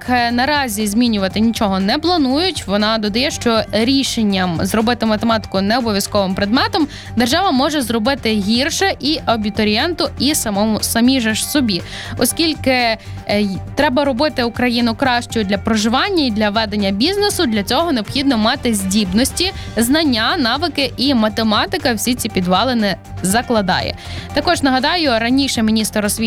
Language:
Ukrainian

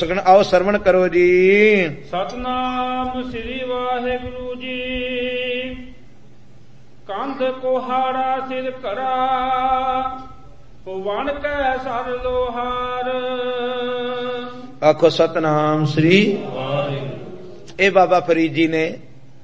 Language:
Punjabi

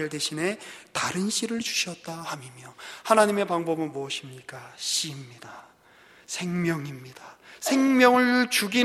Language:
Korean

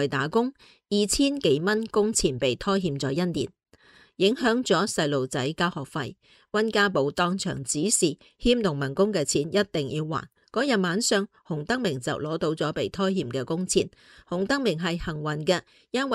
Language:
Cantonese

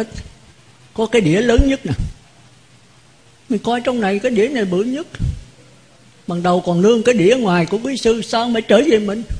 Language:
Vietnamese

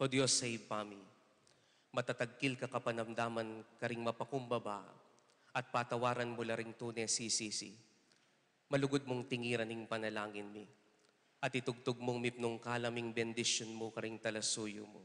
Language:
Pampanga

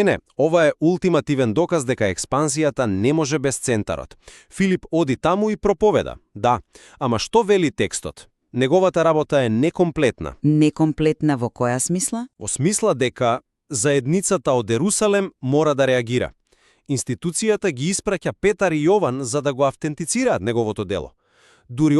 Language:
Macedonian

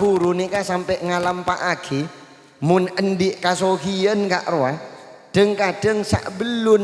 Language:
Madurese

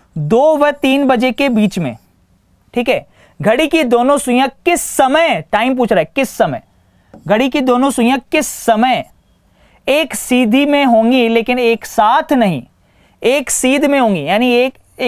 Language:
Hindi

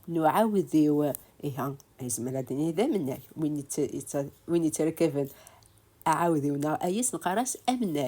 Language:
Kabyle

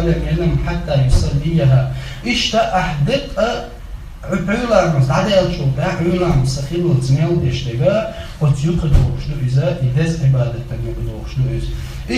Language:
Chechen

